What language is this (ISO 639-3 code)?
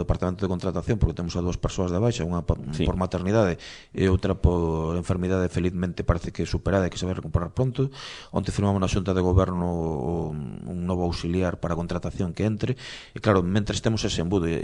glg